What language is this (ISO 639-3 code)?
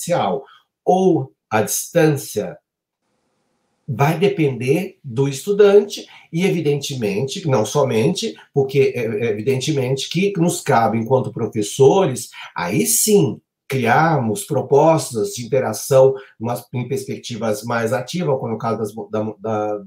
por